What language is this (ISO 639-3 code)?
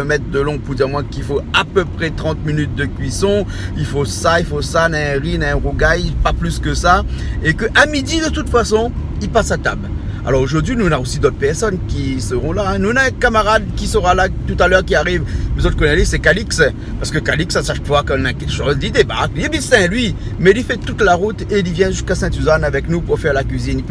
rcf